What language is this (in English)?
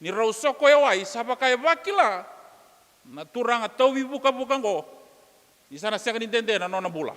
Fijian